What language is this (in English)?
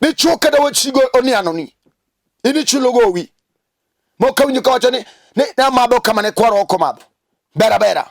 Luo (Kenya and Tanzania)